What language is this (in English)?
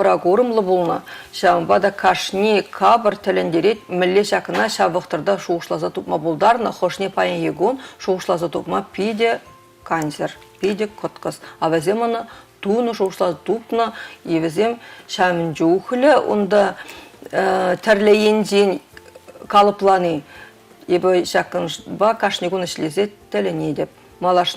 Chuvash